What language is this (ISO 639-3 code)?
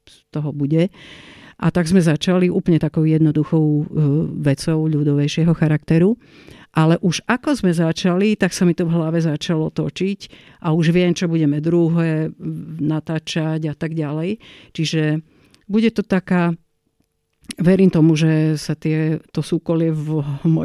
slk